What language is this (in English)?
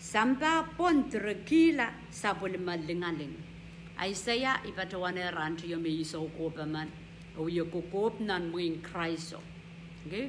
Pohnpeian